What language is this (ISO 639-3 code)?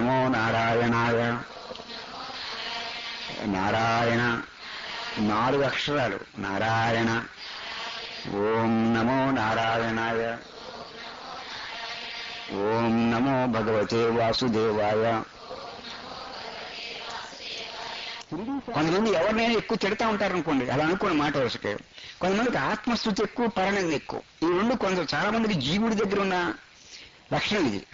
tel